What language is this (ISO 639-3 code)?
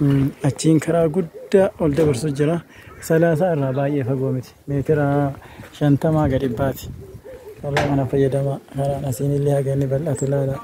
orm